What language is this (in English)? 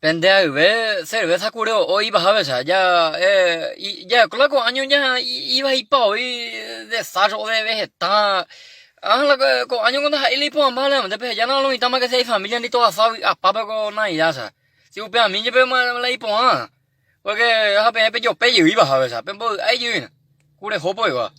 Guarani